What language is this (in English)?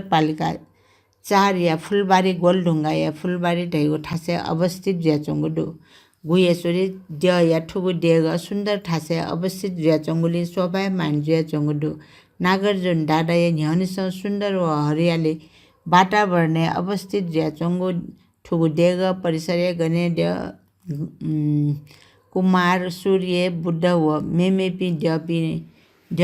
Newari